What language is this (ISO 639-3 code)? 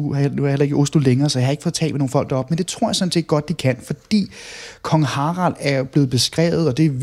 dan